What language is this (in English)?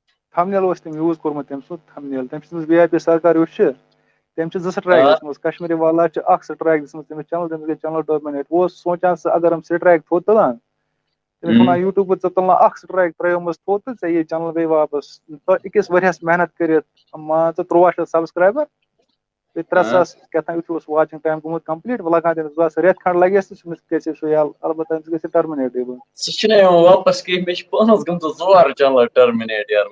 Kashmiri